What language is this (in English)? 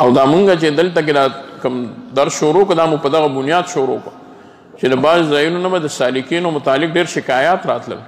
Pashto